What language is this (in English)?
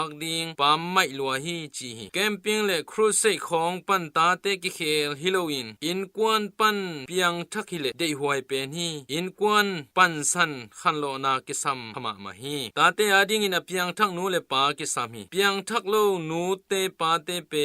Tedim Chin